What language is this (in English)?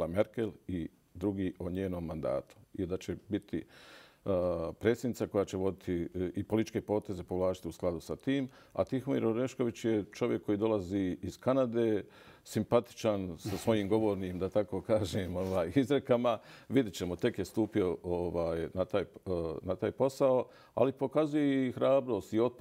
Bosnian